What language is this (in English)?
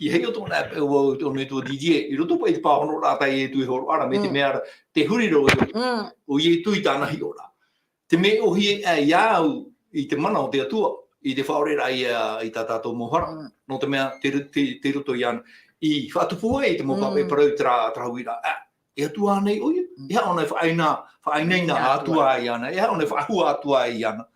Tahitian